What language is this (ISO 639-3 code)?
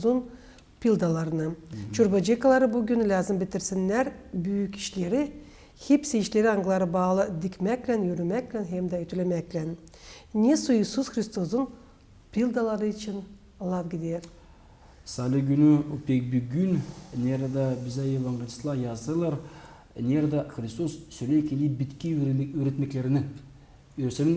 gag